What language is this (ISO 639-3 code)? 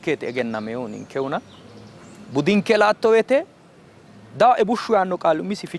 sid